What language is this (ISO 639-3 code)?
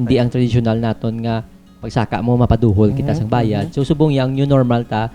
hil